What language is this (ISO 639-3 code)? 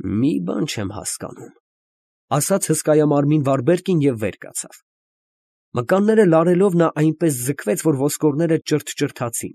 hye